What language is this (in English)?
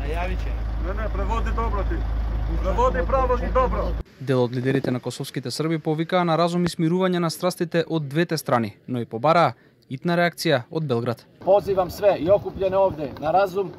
Macedonian